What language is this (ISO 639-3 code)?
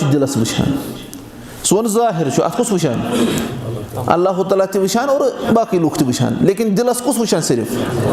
kas